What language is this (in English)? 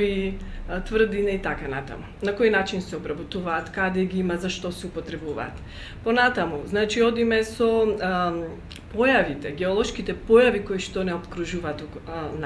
Macedonian